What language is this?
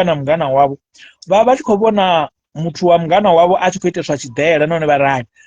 Venda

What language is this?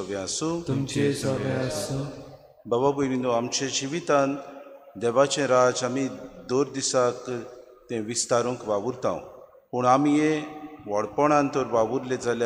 Konkani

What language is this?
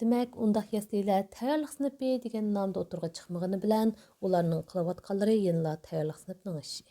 Uyghur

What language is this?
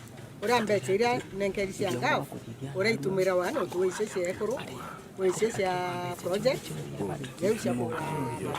Meru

